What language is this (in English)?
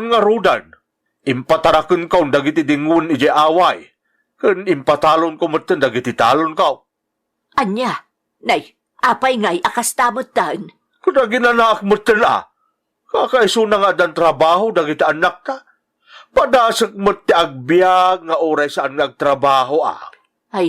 Iloko